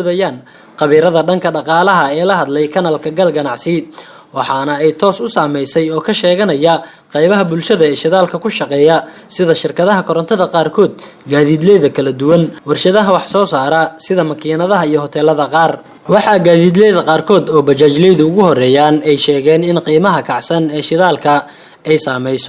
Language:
Somali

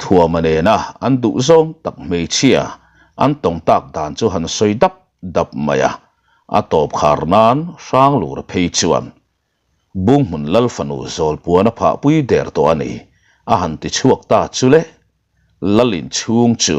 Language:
Mizo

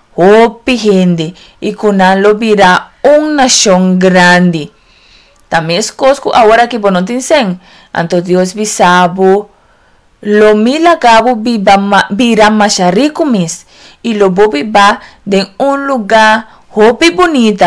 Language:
Papiamento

